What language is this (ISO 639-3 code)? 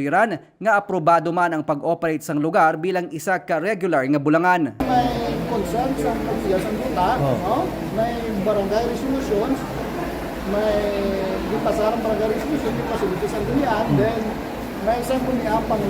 hil